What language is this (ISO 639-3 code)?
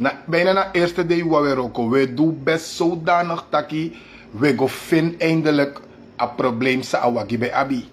srn